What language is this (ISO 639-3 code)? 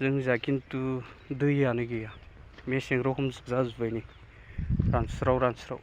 brx